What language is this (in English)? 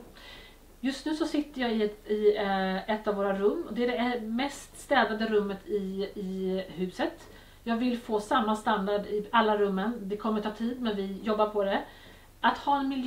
Swedish